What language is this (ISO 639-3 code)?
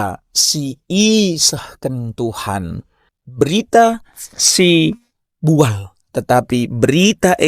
btx